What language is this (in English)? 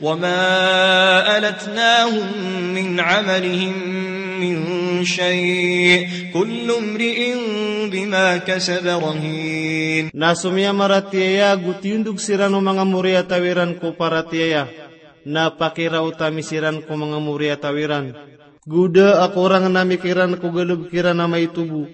Maranao